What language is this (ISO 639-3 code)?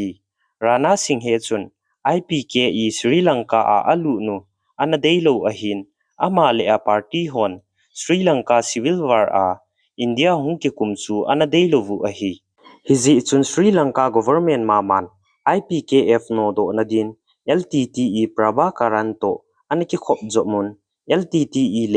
tcz